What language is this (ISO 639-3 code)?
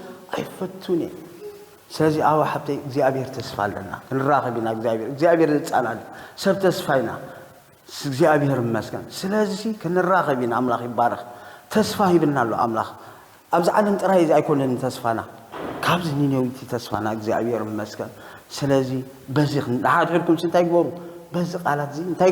tir